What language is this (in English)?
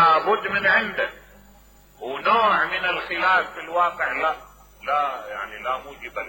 Mesopotamian Arabic